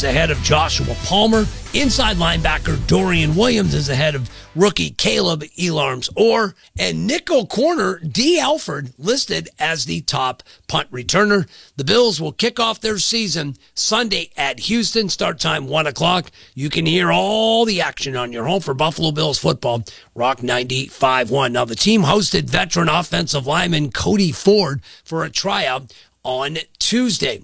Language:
English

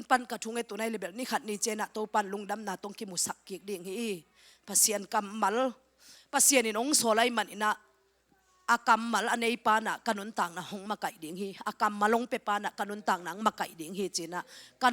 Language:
Tedim Chin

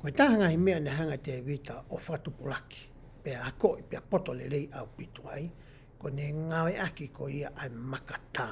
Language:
Tongan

